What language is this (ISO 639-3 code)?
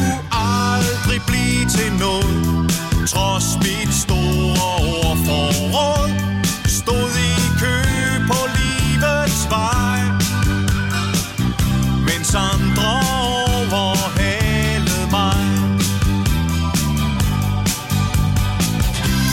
dan